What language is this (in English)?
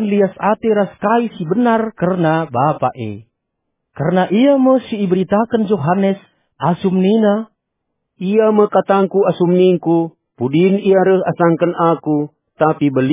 Batak Karo